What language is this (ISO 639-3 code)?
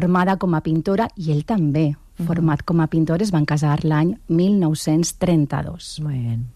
cat